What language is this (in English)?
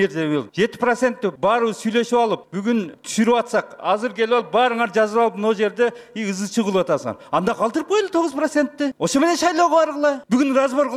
Kyrgyz